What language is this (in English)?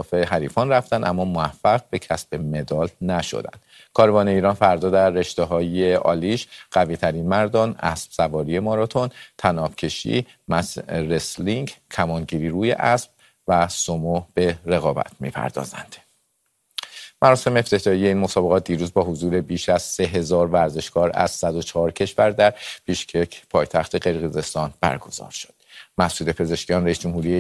Persian